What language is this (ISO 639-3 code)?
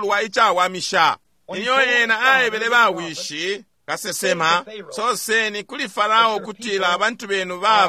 bem